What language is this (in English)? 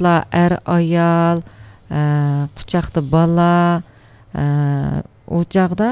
Uyghur